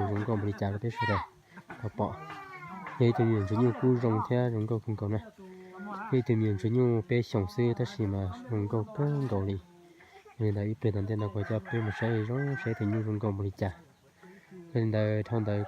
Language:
Hmong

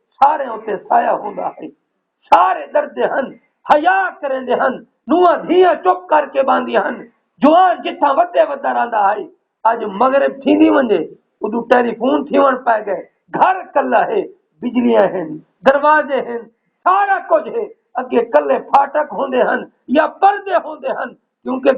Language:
Saraiki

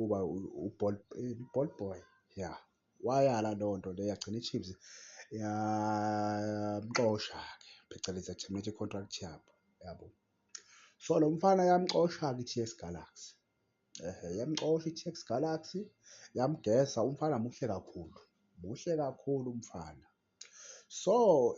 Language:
Zulu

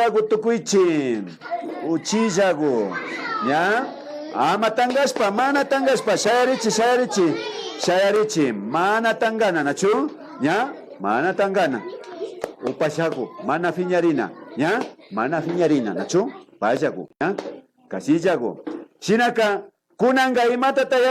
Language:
Imbabura Highland Quichua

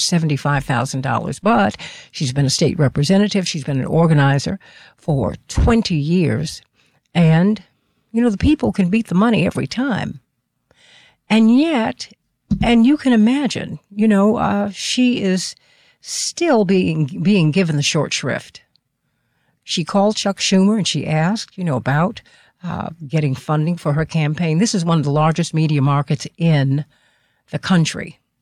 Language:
English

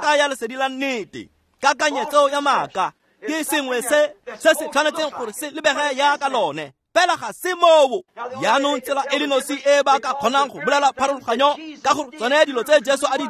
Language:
Tswana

